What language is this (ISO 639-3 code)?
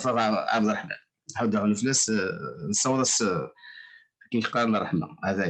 kab